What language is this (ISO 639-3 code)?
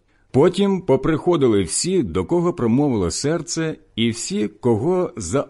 ukr